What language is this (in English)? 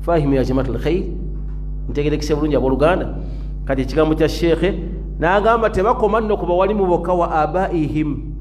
Ganda